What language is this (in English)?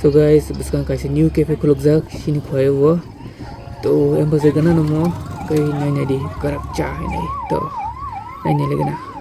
Kok Borok